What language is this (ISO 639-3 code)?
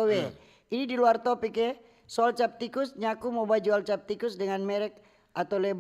xmm